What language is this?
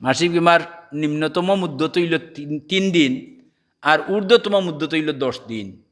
Sylheti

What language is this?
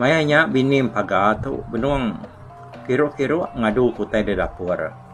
Iban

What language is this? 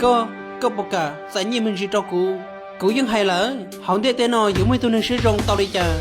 Hmong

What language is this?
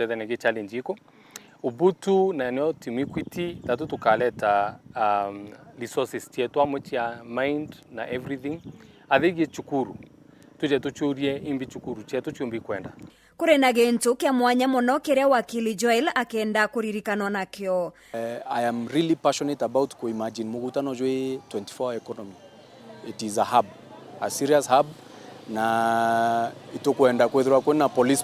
Meru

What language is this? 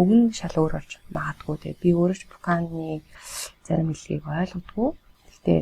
Mongolian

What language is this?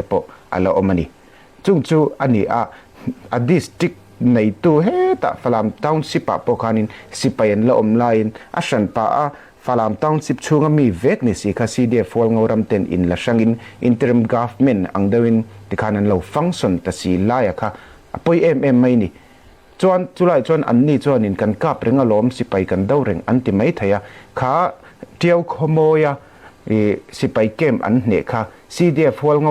Falam Chin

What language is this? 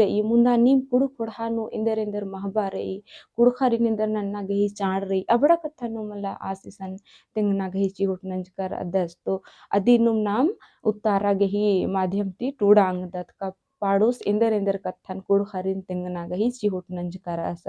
Kurukh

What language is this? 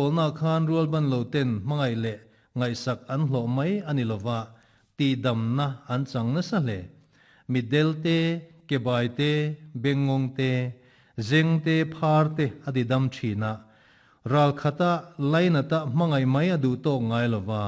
Mizo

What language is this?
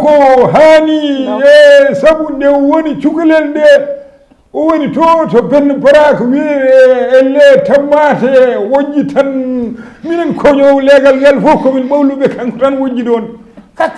Fula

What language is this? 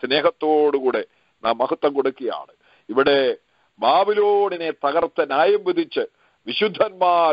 Malayalam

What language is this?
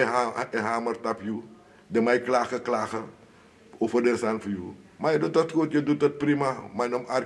Sranan Tongo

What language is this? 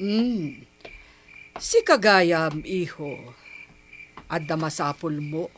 Iloko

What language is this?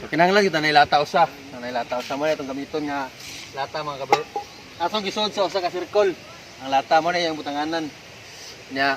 Cebuano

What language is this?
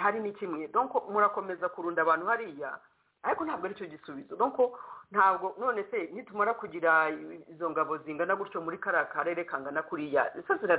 Kinyarwanda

